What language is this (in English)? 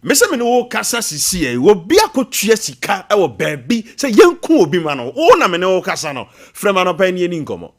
Akan